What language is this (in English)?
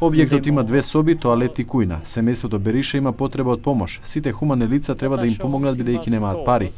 Macedonian